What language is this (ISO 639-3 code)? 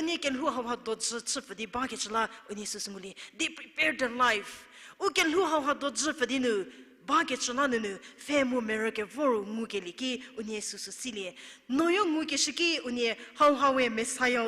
njm